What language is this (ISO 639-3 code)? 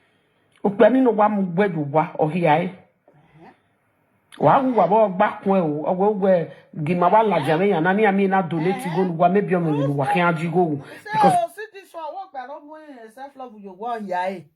pcm